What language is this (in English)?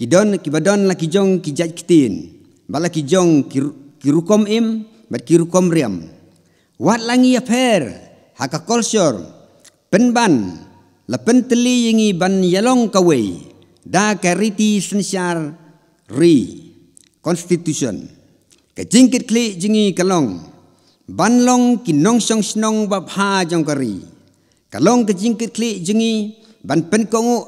Khasi